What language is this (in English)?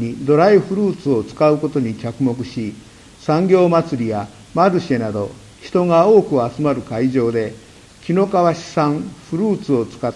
Japanese